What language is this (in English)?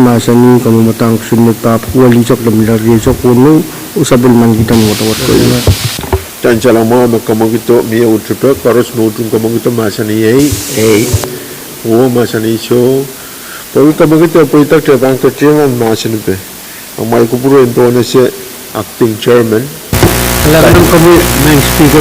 Pohnpeian